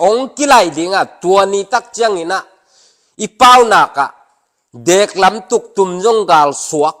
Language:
Tedim Chin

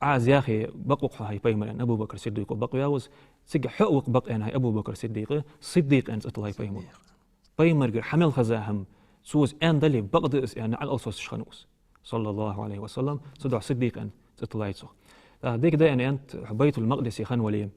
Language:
Ingush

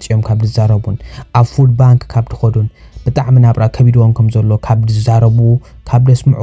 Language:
Tigrinya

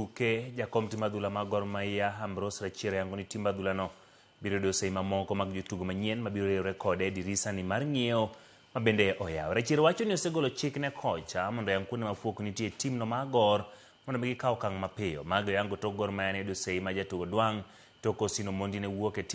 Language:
Luo (Kenya and Tanzania)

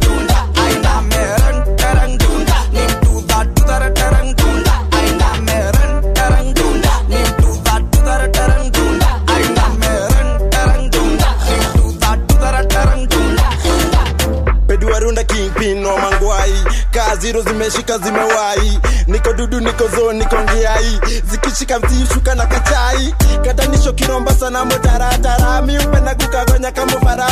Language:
Swahili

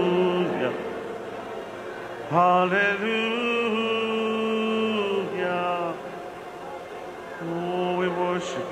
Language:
Hungarian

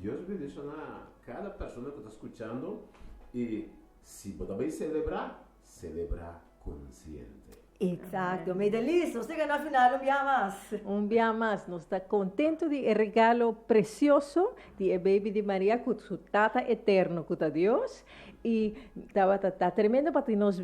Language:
Papiamento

